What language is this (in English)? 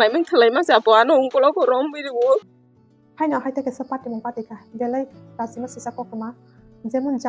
Kok Borok